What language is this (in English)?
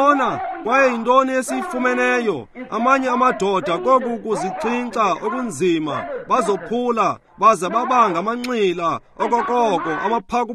Xhosa